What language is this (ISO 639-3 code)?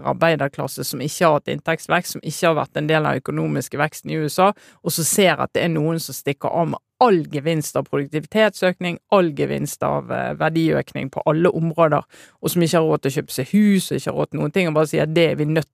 nor